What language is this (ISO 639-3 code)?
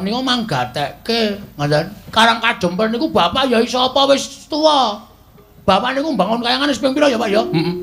jav